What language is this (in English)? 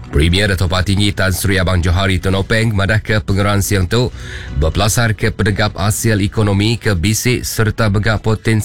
Iban